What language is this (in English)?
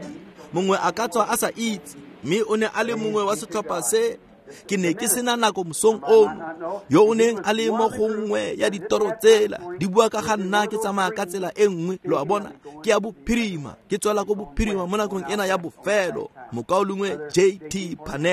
Tswana